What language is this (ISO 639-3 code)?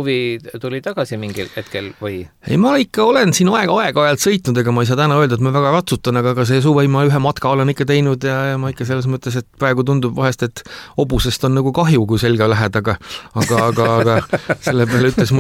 est